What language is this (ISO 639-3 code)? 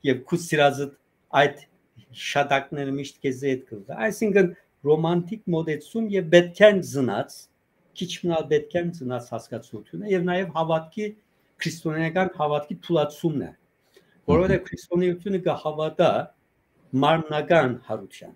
hyw